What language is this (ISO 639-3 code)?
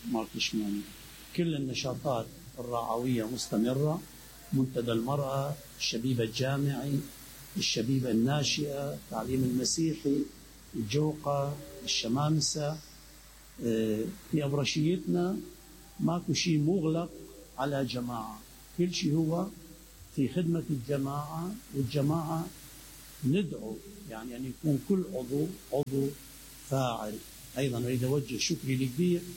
acm